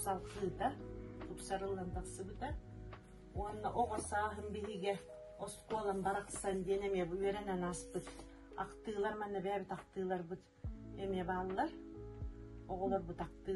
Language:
Yakut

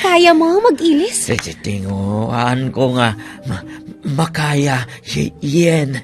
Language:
Hiligaynon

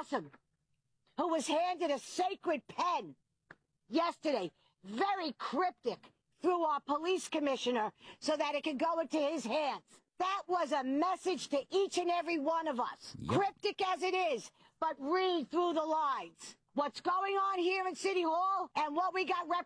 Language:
English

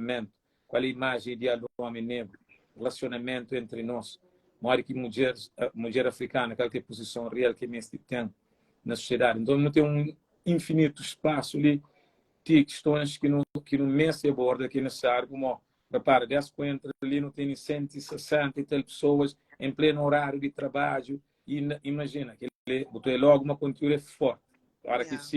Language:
Kabuverdianu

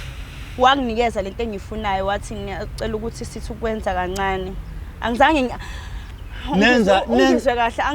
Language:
Zulu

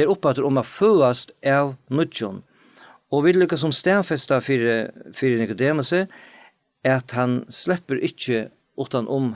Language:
Faroese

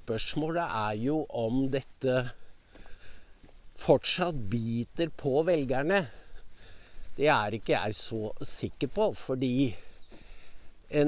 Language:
Norwegian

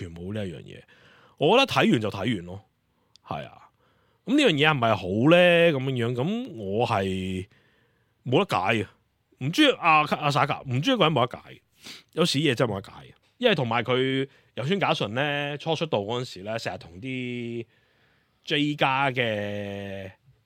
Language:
Cantonese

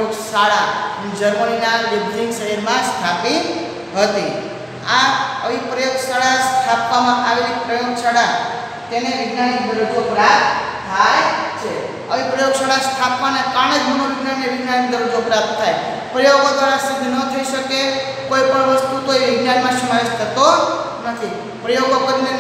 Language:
Gujarati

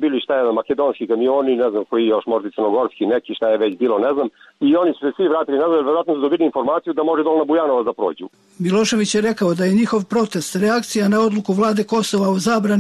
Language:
Serbian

